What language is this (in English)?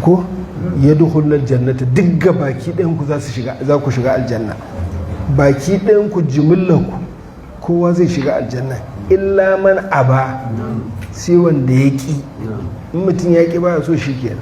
Hausa